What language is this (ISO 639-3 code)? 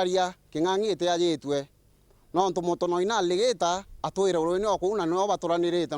mer